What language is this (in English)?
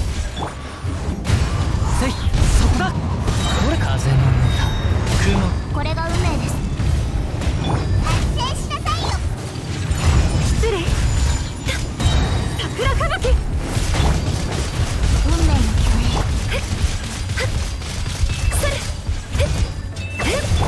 Japanese